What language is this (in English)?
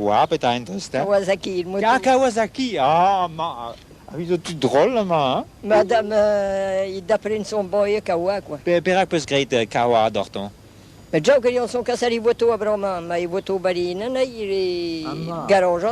Breton